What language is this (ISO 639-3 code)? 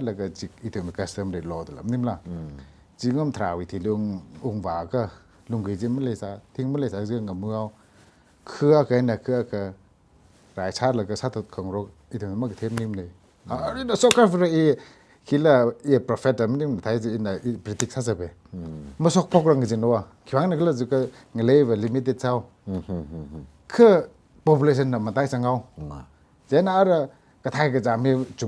nmf